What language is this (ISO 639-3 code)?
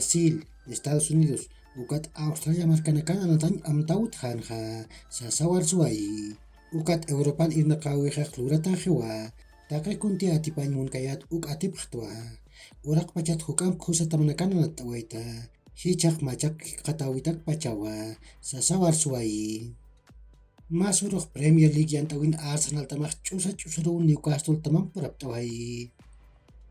aym